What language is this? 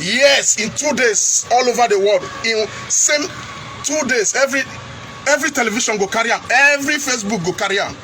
Nigerian Pidgin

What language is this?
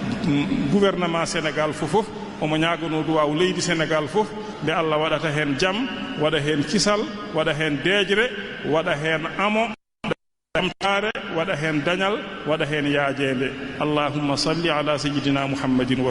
Fula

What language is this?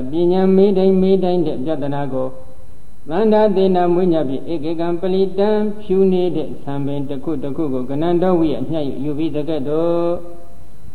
Burmese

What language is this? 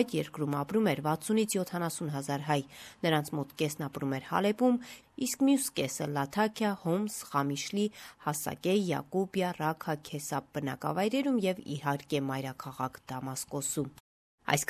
Armenian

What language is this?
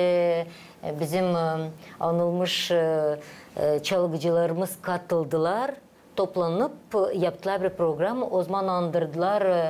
Gagauz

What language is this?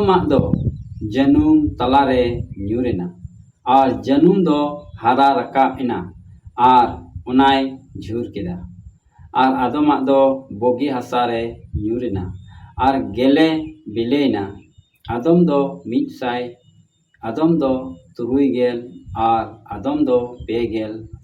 Santali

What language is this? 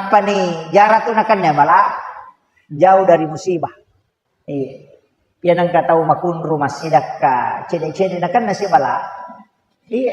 Buginese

